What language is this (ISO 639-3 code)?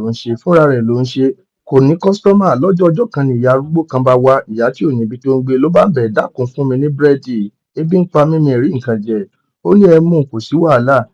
yor